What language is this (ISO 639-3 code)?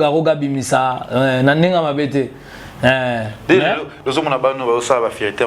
lin